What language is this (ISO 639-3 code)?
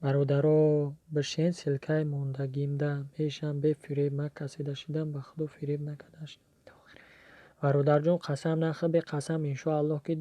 tgk